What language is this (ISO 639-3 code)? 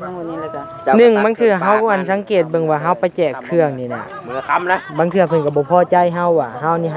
lao